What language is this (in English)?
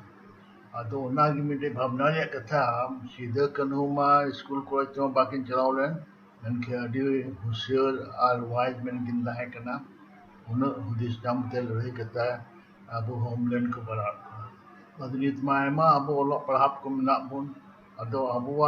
Santali